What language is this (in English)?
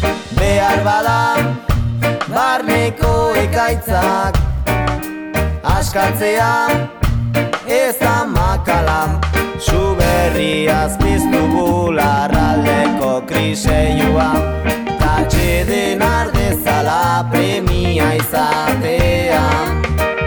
Basque